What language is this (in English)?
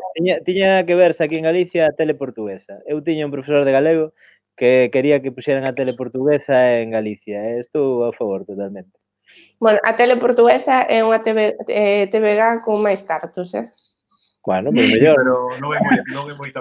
Galician